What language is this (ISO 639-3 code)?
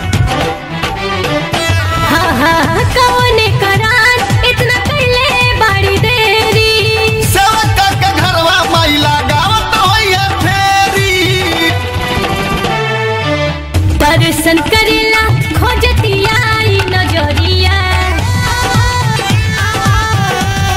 bho